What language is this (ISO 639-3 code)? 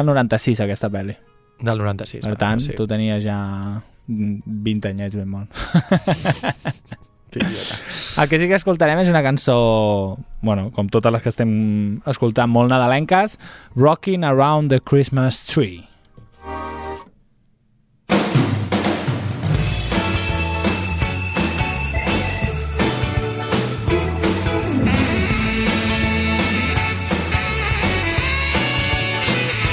cat